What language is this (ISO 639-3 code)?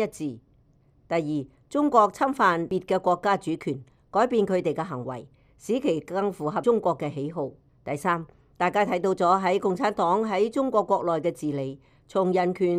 yue